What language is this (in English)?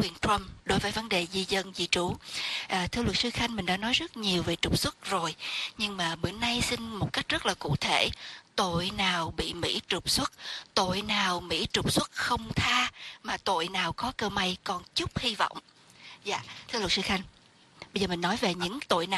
Vietnamese